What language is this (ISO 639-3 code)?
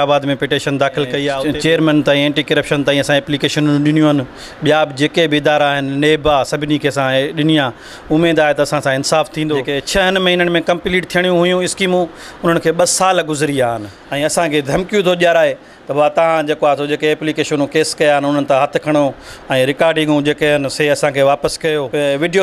snd